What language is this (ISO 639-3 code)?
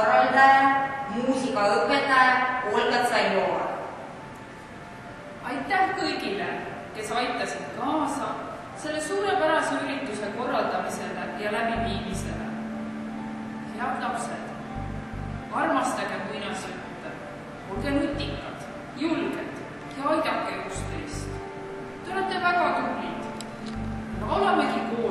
est